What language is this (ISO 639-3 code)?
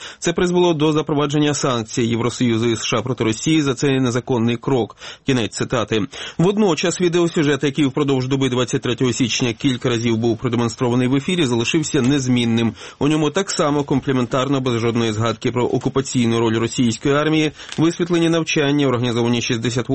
ukr